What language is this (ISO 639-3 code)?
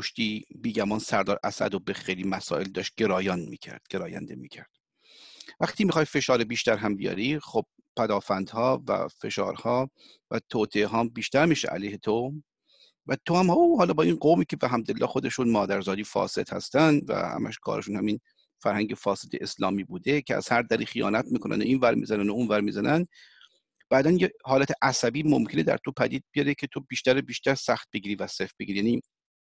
fas